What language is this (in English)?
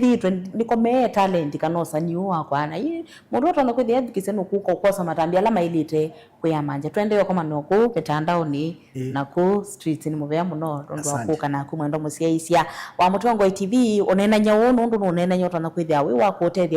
Kamba